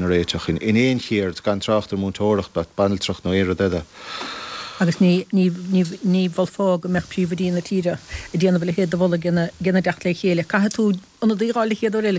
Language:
Irish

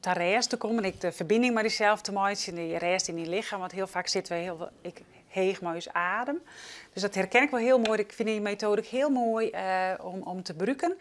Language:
Western Frisian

